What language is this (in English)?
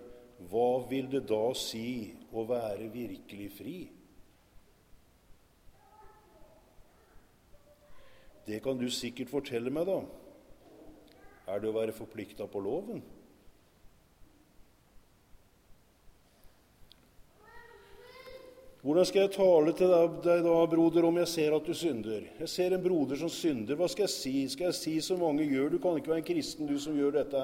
Norwegian